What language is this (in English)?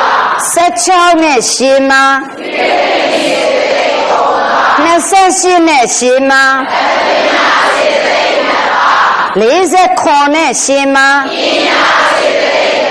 Burmese